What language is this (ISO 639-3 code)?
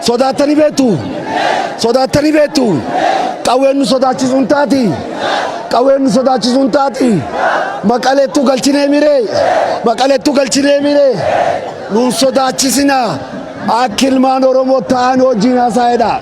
orm